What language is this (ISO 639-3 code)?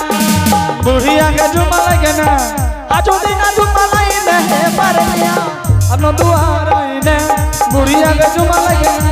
anp